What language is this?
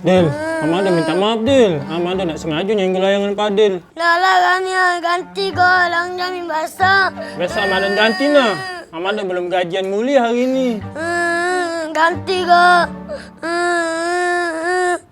Musi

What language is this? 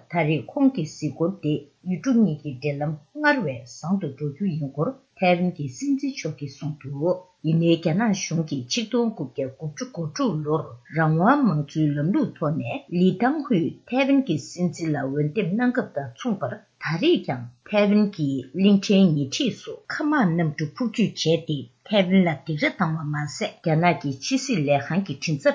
Tibetan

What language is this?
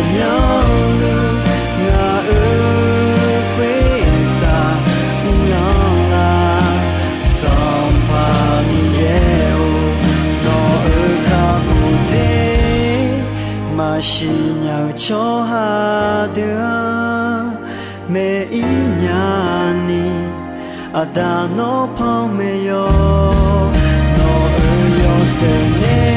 Akha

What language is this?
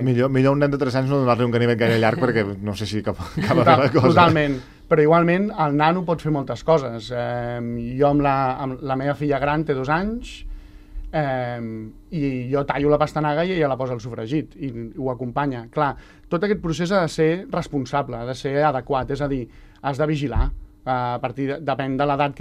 Catalan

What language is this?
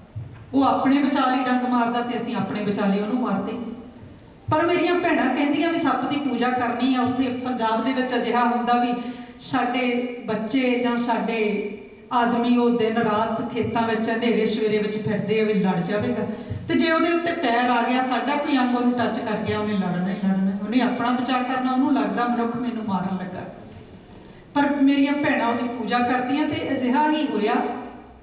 Punjabi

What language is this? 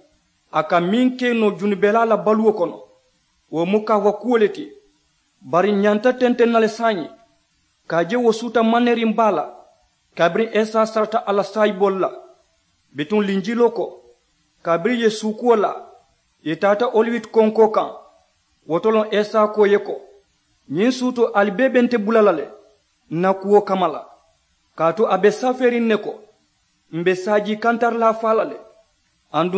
Mandingo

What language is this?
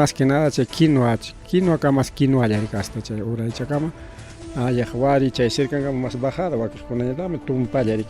Ayacucho Quechua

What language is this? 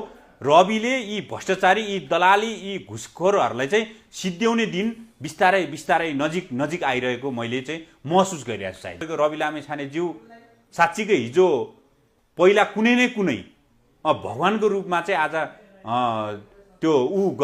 Nepali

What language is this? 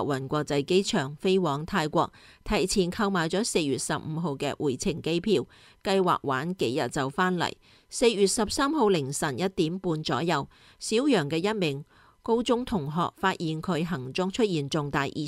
Cantonese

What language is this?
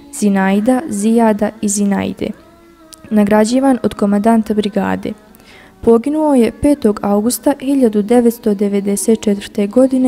Bosnian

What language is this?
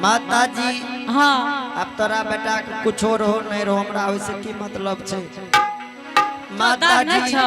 Angika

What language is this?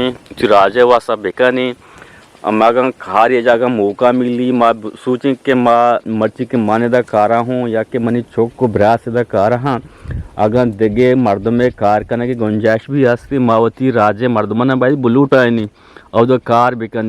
Eastern Balochi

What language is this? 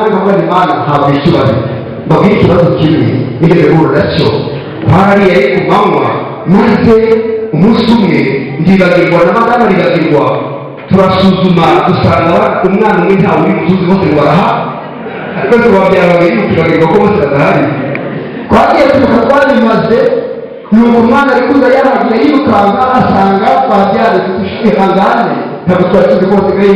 Kinyarwanda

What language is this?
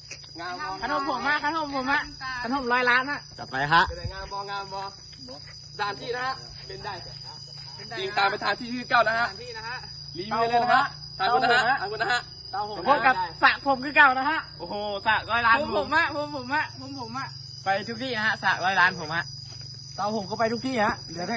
Lao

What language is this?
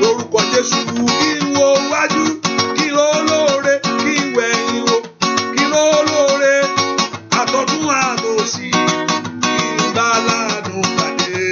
Yoruba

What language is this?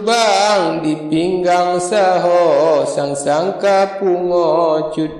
Achinese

